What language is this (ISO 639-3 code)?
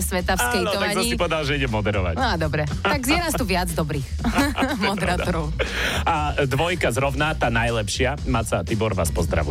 slk